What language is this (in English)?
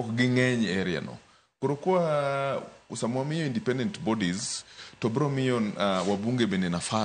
Luo (Kenya and Tanzania)